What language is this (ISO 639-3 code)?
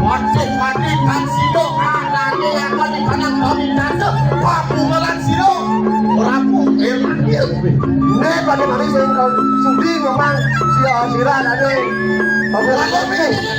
ban